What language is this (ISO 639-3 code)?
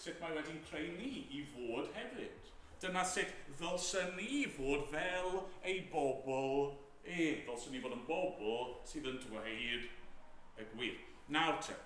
cym